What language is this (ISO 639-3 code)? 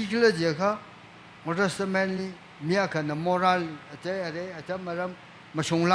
nmf